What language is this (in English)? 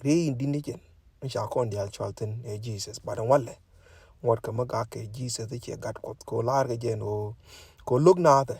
Nuer